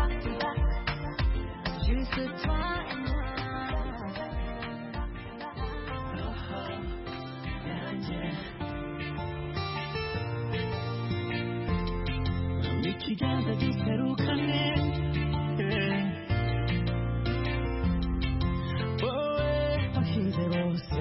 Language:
Kinyarwanda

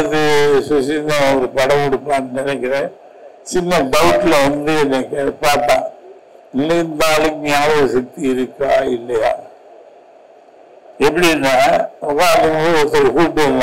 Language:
Tamil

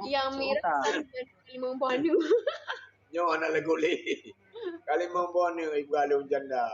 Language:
Achinese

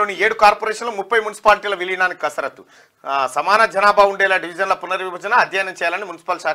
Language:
Telugu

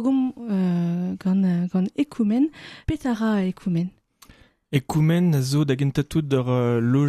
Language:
Breton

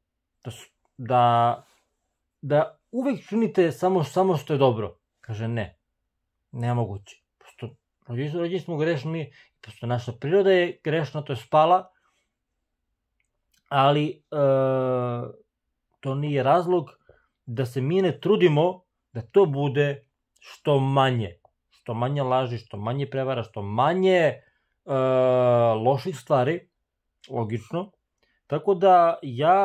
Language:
Serbian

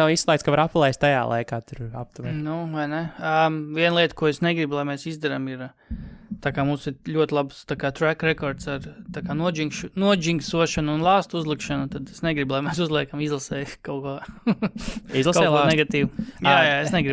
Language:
Latvian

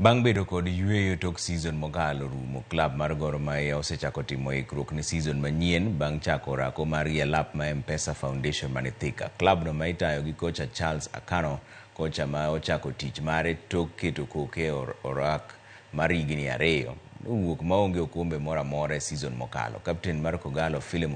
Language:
Luo (Kenya and Tanzania)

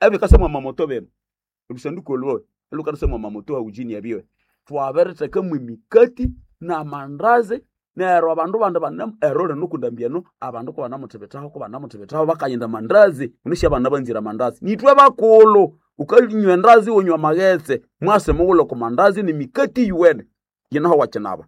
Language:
Nande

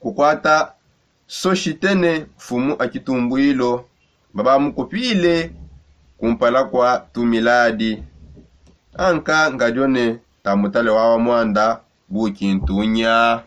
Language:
Songe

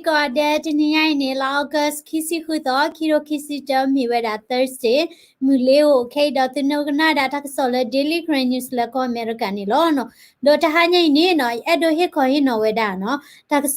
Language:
S'gaw Karen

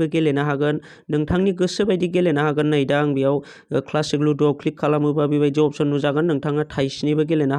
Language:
Bodo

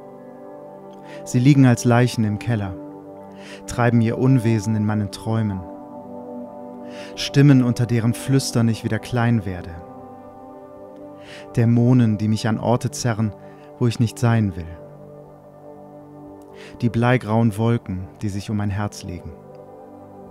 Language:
German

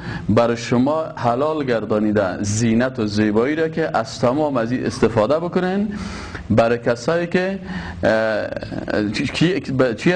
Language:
Persian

